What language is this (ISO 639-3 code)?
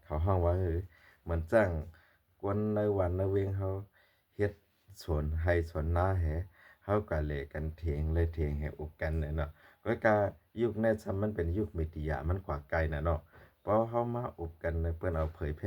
shn